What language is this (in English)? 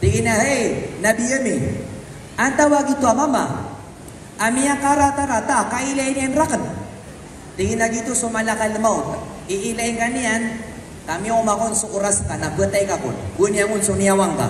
Maranao